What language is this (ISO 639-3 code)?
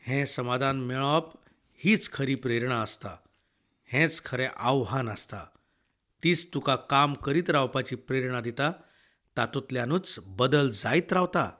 kok